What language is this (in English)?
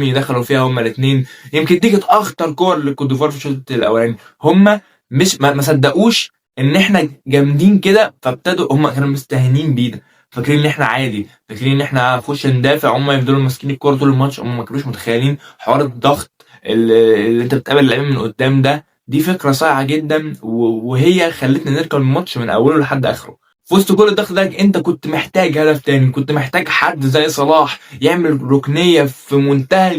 Egyptian Arabic